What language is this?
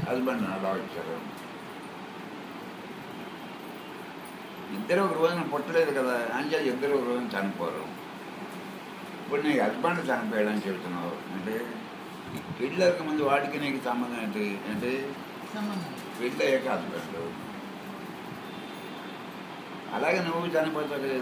Telugu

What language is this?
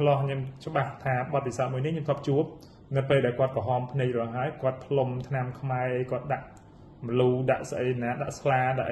Khmer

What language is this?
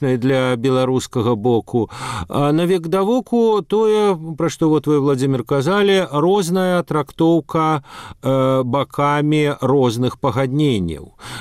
Belarusian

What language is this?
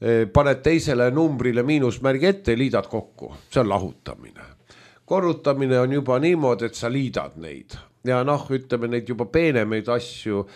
Estonian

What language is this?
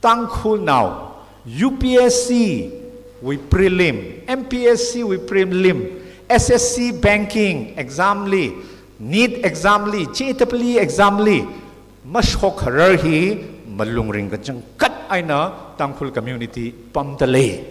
Tangkhul Naga (India)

